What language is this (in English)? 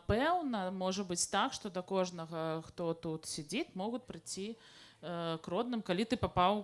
Belarusian